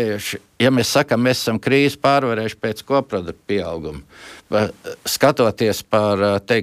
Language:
Latvian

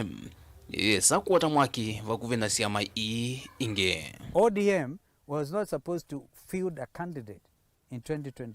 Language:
Kamba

